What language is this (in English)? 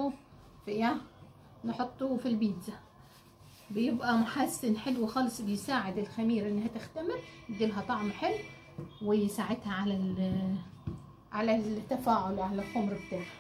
Egyptian Arabic